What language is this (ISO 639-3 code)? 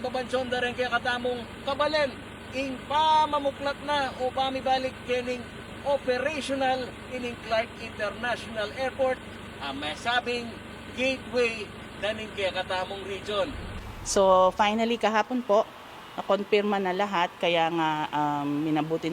pam